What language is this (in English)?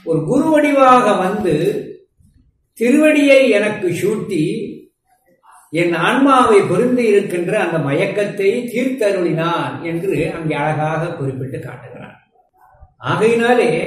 Tamil